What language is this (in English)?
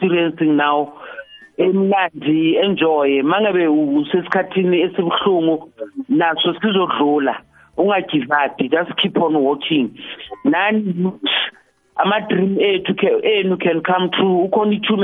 South Ndebele